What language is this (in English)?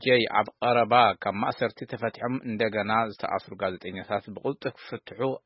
Tigrinya